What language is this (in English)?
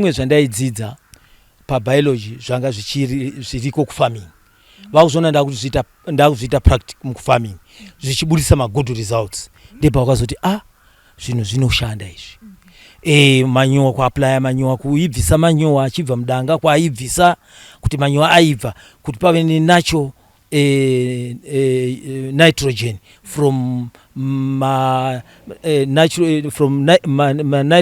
Shona